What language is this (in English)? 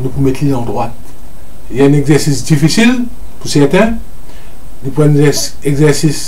Morisyen